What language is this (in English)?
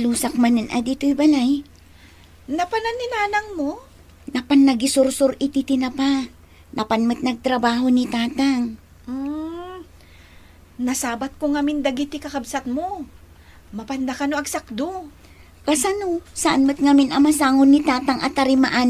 Iloko